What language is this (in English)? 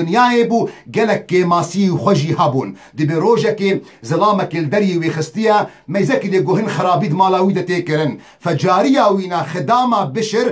Kurdish